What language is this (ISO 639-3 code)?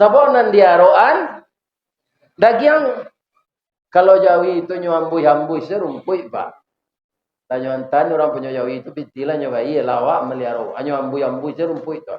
min